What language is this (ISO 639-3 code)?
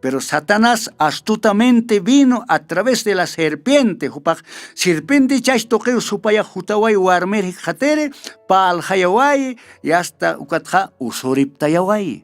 aym